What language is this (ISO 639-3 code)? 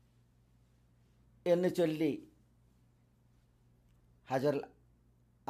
mal